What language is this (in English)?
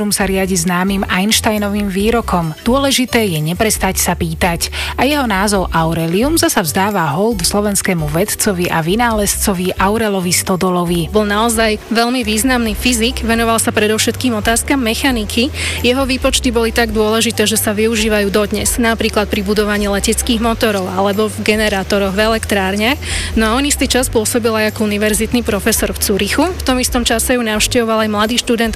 Slovak